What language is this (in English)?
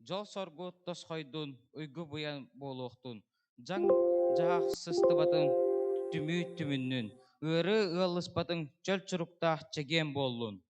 Yakut